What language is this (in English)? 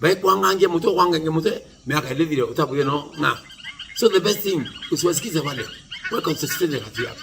Meru